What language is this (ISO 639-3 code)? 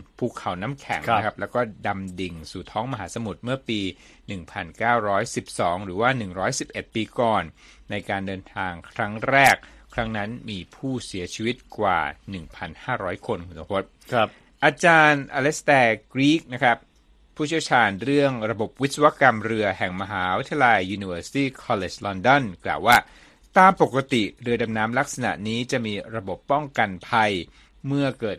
tha